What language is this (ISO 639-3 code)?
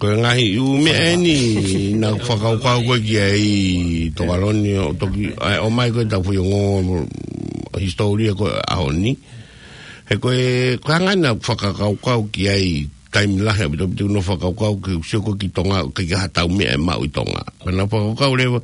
ton